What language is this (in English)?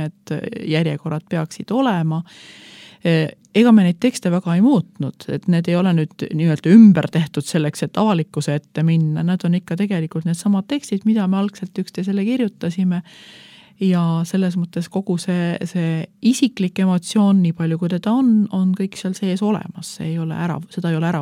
Estonian